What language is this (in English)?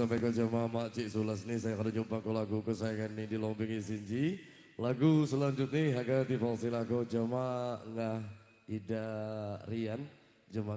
Lampung Api